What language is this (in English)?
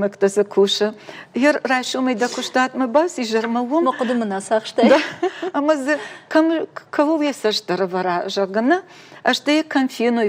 Ossetic